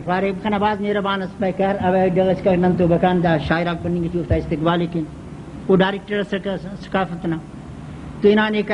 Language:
Brahui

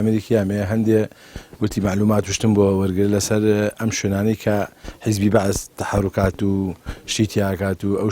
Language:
Central Kurdish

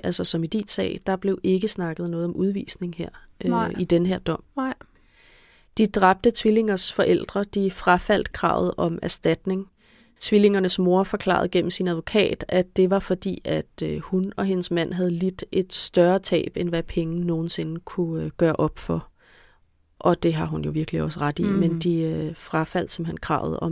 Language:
Danish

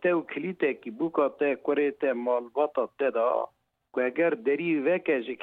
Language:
Kurdish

